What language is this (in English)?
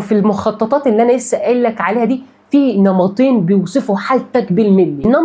Egyptian Arabic